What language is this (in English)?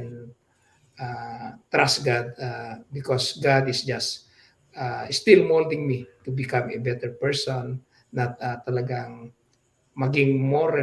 Iloko